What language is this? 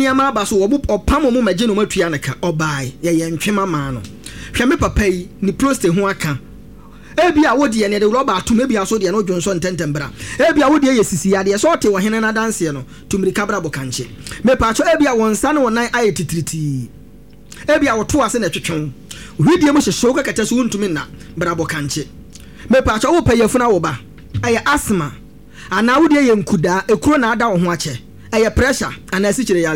Akan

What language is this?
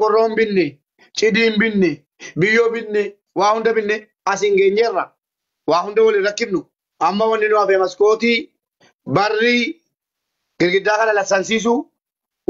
Oromo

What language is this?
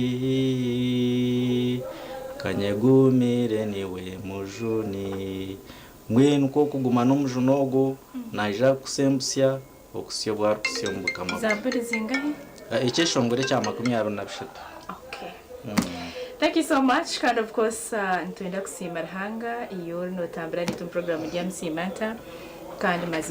Nyankole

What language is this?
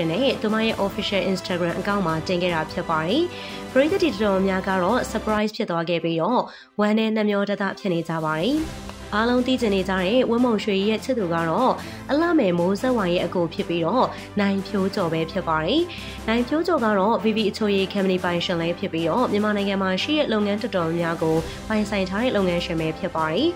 Burmese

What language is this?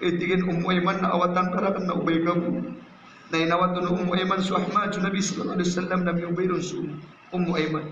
Maranao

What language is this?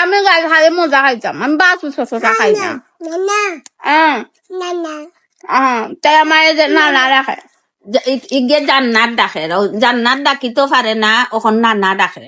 Sylheti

